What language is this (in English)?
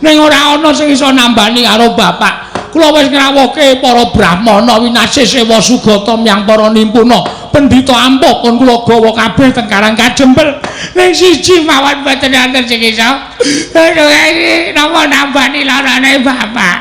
Javanese